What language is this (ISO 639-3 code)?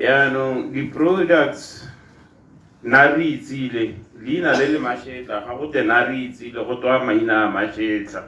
tsn